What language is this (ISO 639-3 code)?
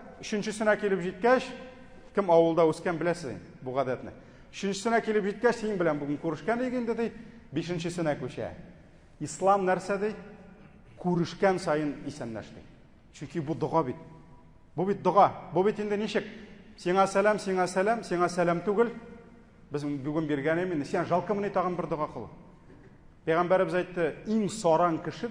tat